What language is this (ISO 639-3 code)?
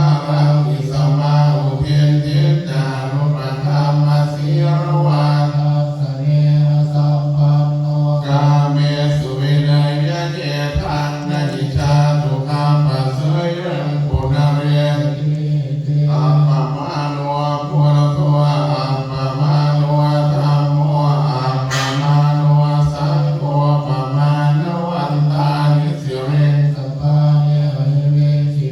pli